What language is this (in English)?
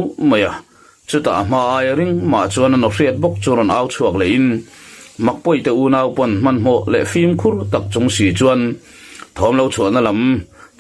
Mizo